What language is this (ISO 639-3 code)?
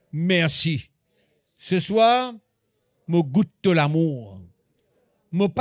mfe